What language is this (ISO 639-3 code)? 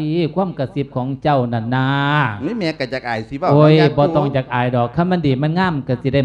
lao